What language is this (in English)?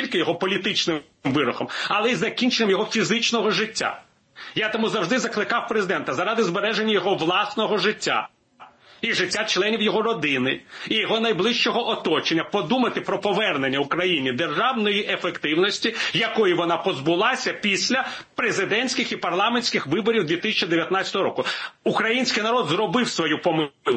Ukrainian